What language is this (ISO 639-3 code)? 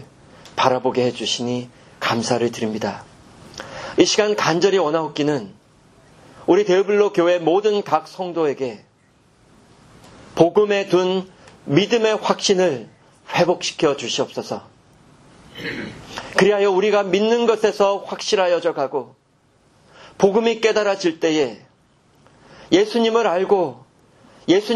kor